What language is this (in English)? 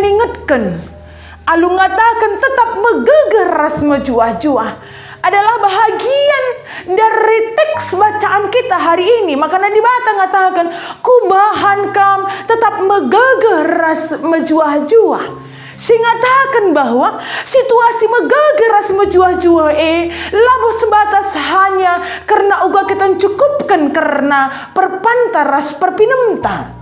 Batak Karo